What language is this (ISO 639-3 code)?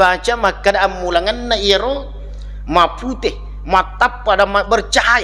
bug